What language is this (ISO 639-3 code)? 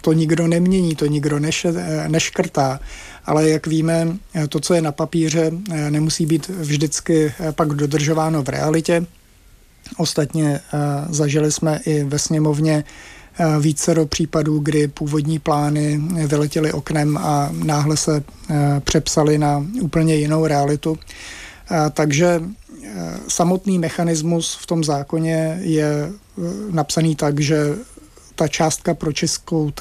ces